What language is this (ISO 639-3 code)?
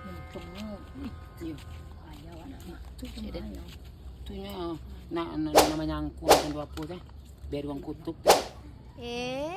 min